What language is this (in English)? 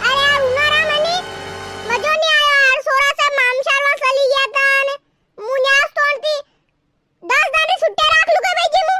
Rajasthani